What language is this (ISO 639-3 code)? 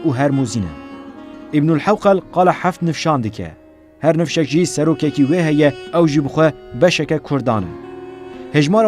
kur